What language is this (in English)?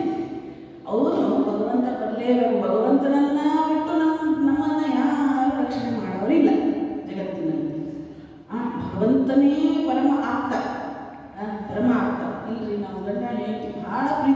Kannada